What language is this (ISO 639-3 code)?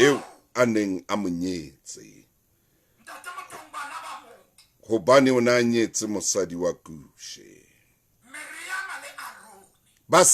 sot